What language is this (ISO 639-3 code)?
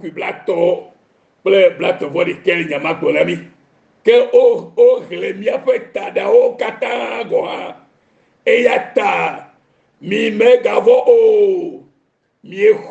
ewe